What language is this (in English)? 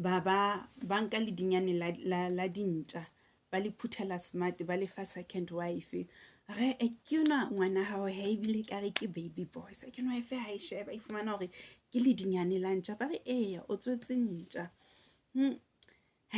Southern Sotho